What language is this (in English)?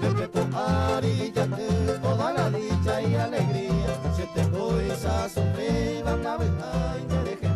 Guarani